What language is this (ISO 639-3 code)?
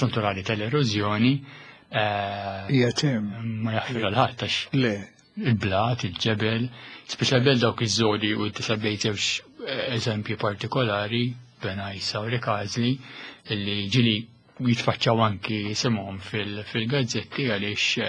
mlt